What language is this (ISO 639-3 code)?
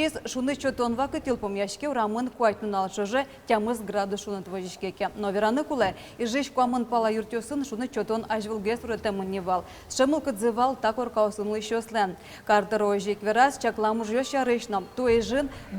udm